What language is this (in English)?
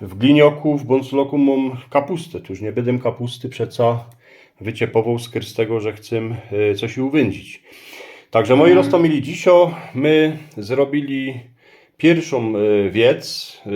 Silesian